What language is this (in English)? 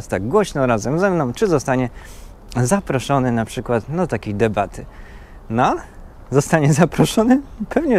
Polish